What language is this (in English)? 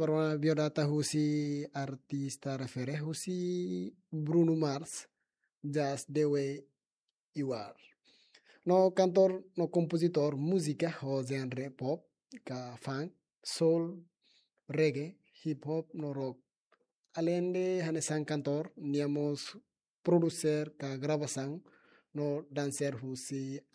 Tetum